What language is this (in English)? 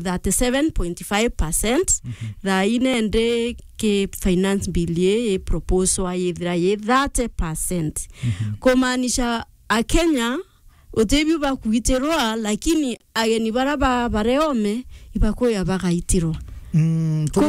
Meru